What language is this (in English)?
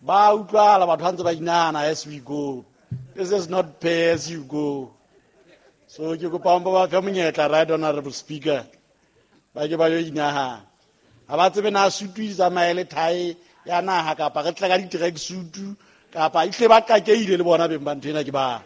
Southern Sotho